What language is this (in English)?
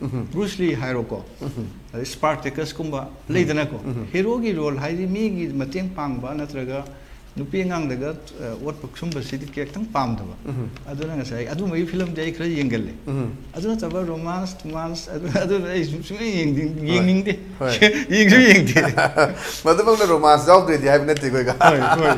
Manipuri